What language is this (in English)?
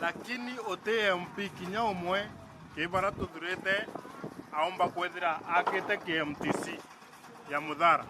Meru